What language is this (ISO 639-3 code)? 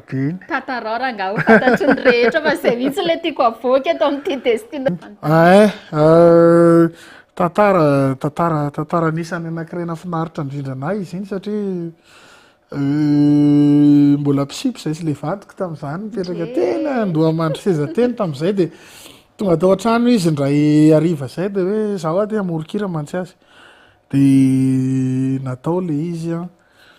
mlg